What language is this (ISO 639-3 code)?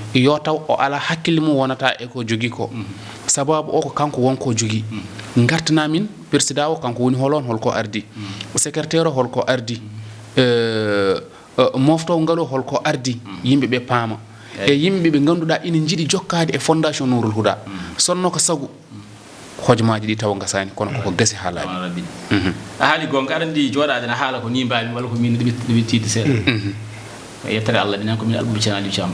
ful